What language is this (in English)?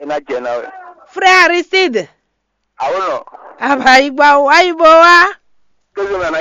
Fon